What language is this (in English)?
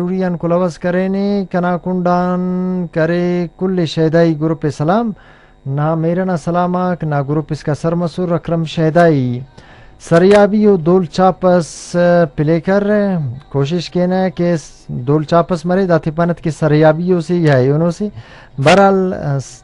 Brahui